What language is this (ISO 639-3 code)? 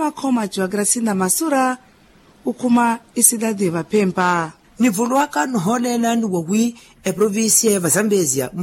vmw